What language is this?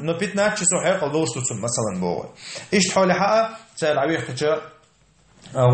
Chechen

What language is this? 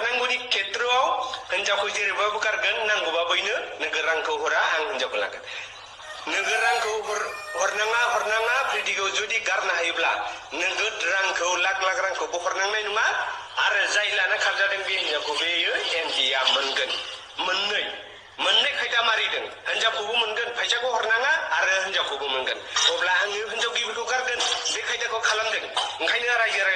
Bodo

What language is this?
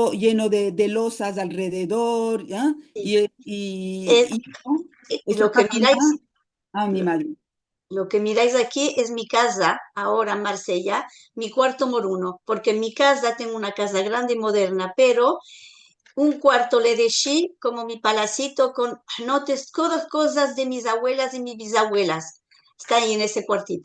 Ladino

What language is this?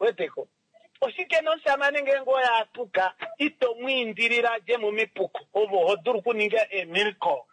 Kuanyama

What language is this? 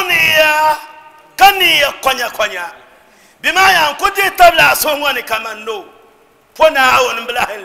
Dagbani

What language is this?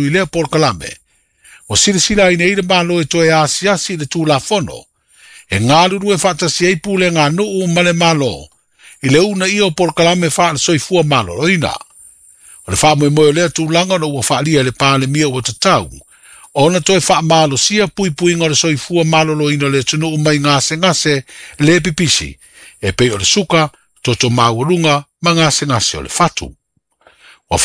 Samoan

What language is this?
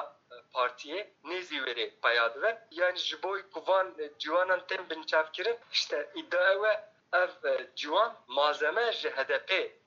Kurdish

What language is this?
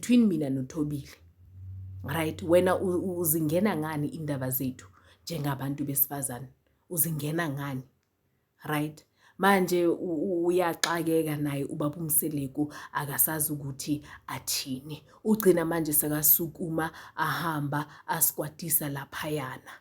Zulu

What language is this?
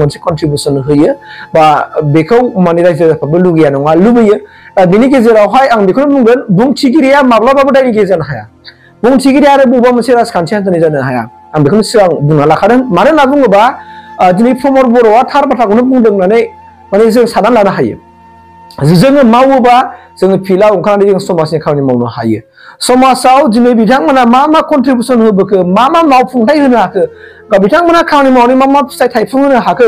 Bodo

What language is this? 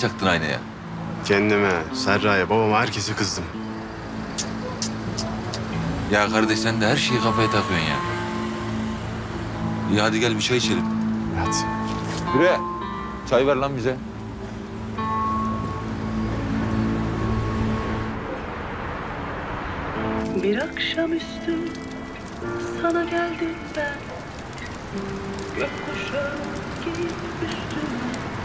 Turkish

